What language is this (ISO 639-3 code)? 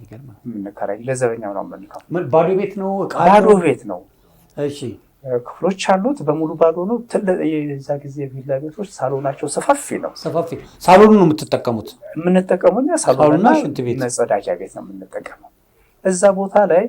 amh